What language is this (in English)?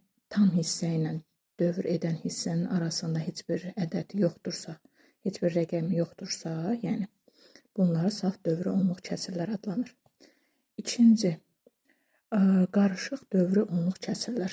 Azerbaijani